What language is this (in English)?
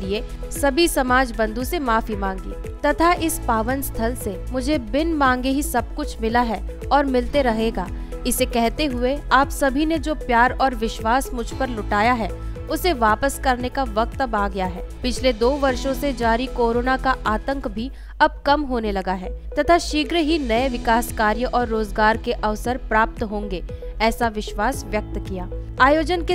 Hindi